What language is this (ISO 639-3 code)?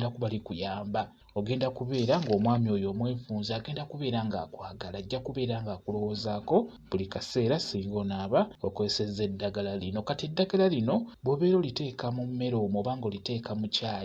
lug